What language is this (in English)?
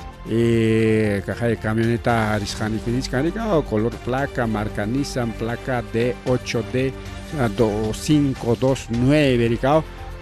Ayacucho Quechua